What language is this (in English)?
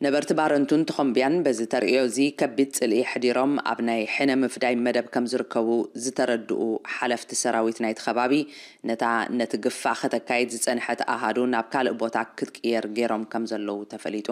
Tigrinya